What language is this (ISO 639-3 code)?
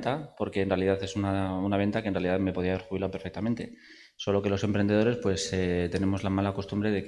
spa